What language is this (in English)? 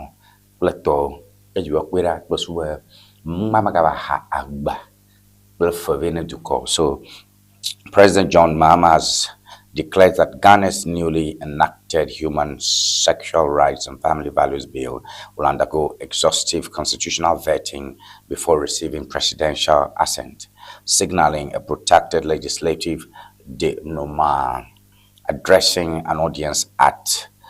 Ewe